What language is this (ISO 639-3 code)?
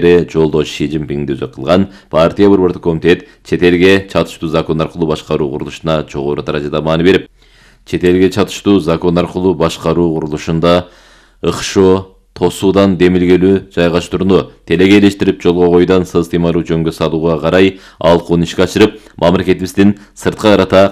kir